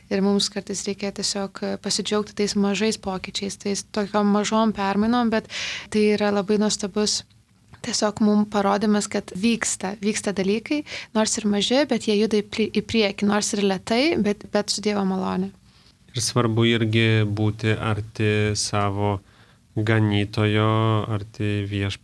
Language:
Lithuanian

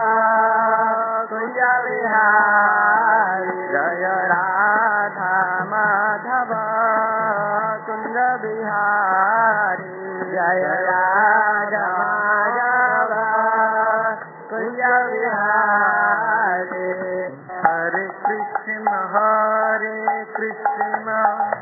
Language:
Odia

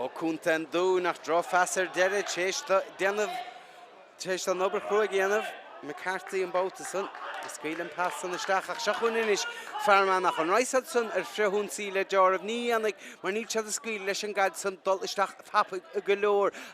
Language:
Irish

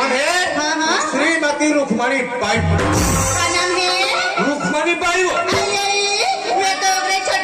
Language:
Chhattisgarhi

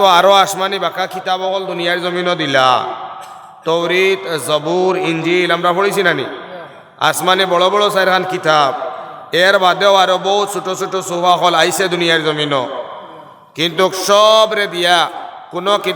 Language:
Sylheti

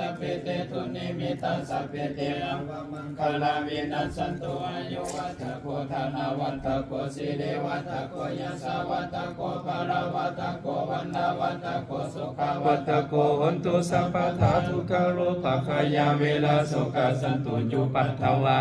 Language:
Pali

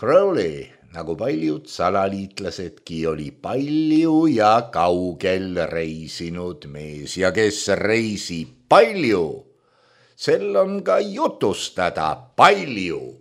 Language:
Estonian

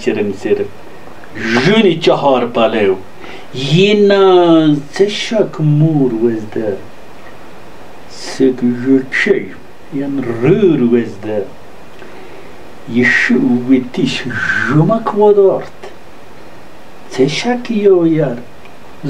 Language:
Wakhi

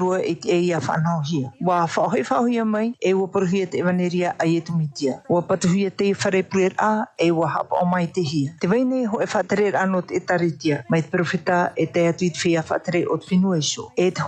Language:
Tahitian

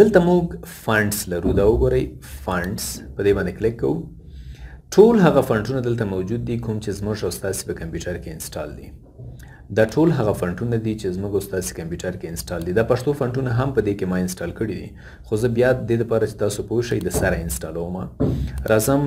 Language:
Pashto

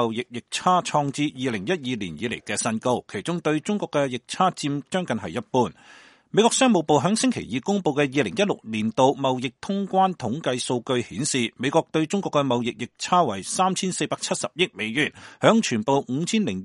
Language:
Cantonese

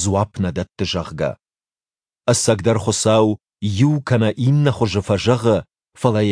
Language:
Ossetic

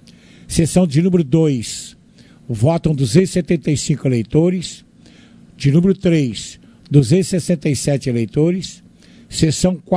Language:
Portuguese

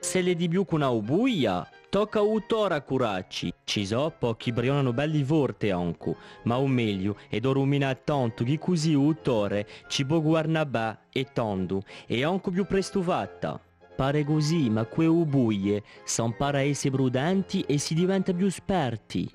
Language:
Corsican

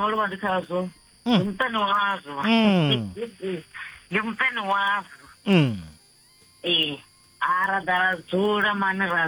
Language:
Venda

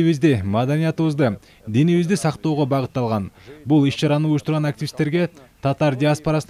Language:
Kyrgyz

